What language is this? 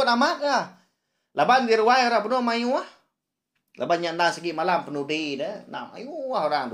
Iban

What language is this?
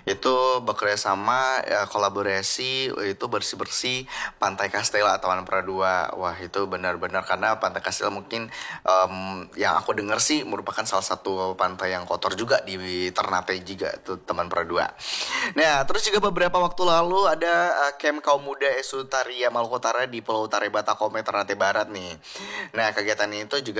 Indonesian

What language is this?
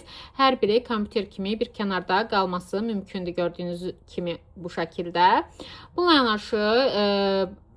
Azerbaijani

